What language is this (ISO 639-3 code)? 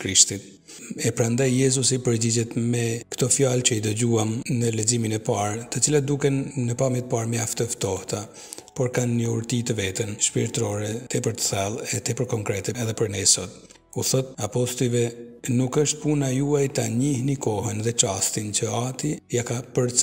sqi